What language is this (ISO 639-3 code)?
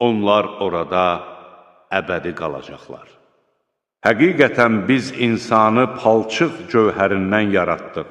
aze